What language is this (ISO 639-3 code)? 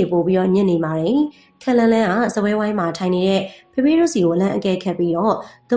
mya